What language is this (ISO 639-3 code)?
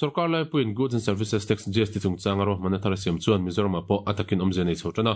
lus